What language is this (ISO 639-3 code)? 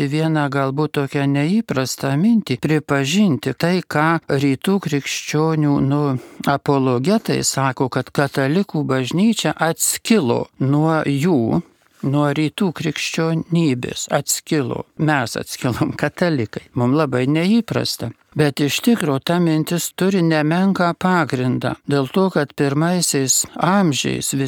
lit